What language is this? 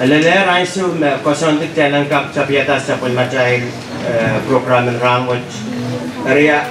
Pohnpeian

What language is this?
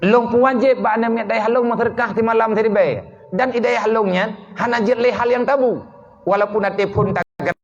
Achinese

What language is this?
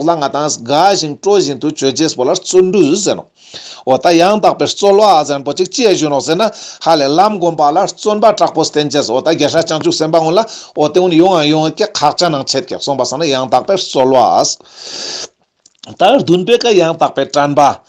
Ladakhi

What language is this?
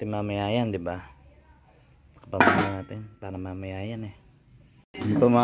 Filipino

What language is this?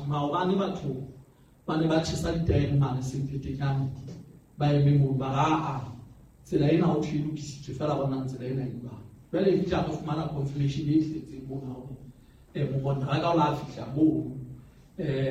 Southern Sotho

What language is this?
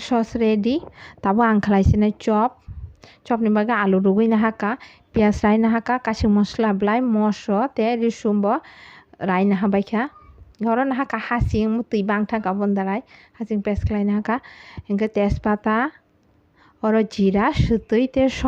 Kok Borok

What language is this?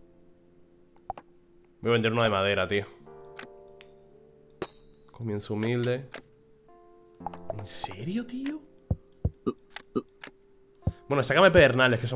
Spanish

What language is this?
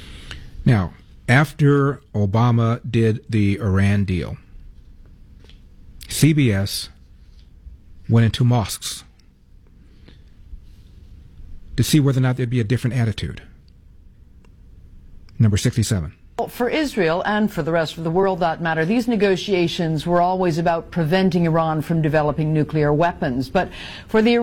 English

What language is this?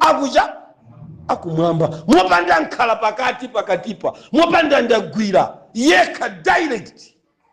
Nyanja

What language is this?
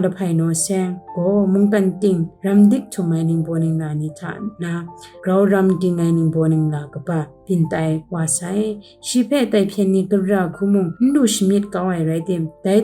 Kachin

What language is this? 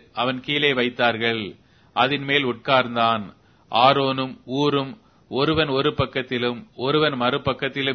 Tamil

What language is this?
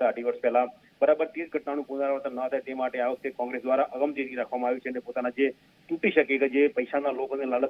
Gujarati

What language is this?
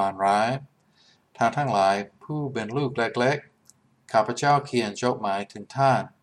Thai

